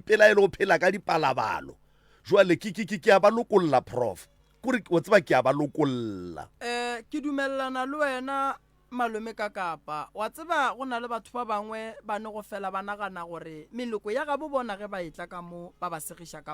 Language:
Northern Sotho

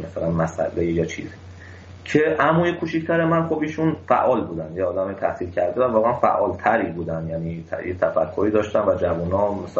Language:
Persian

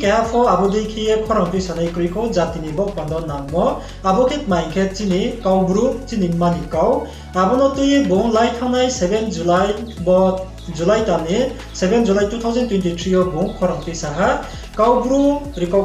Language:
Riang (India)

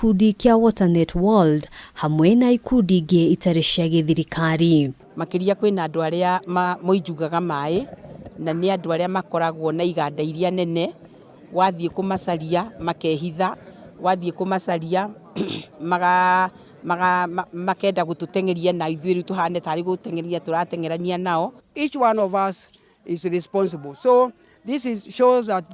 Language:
Kikuyu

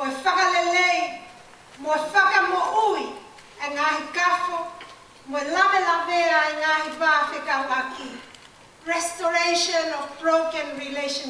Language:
Tongan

